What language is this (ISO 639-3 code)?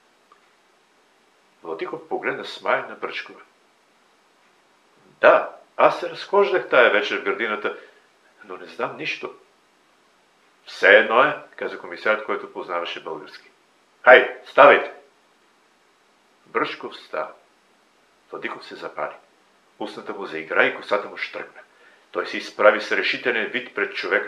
bul